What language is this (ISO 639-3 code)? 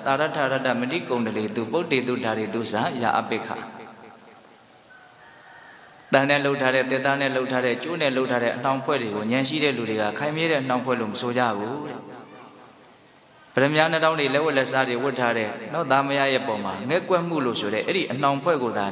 mya